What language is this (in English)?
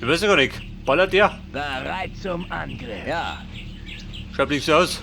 Bavarian